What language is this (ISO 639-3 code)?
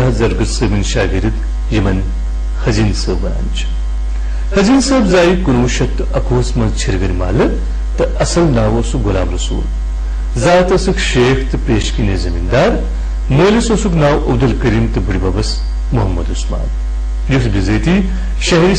kas